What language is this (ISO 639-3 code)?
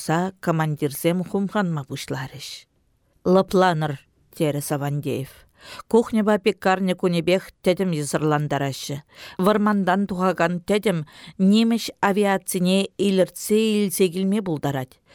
chv